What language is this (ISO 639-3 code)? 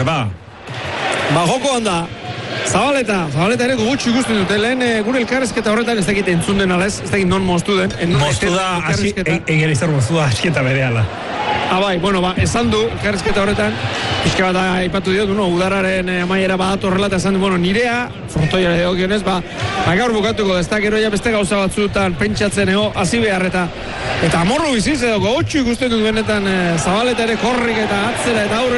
eus